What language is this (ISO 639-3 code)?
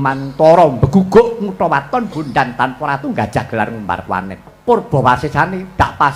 jav